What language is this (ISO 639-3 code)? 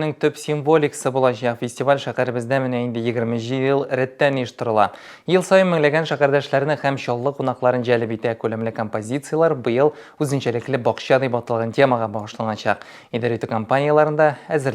tat